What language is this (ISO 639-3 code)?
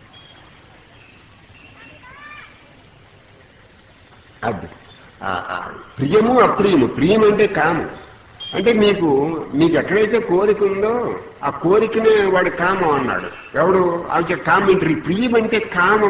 tel